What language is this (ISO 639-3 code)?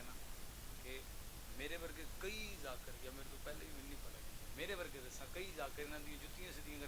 phr